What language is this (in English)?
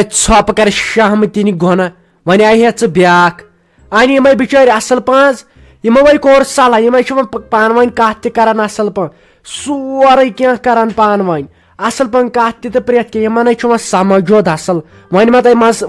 Kashmiri